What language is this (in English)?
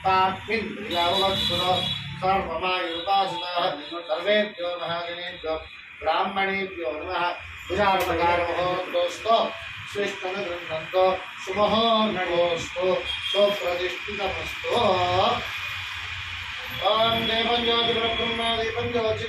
Kannada